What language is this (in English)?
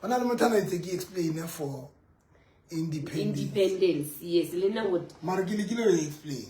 Southern Sotho